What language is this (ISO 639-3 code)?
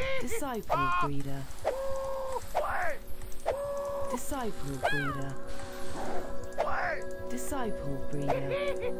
pol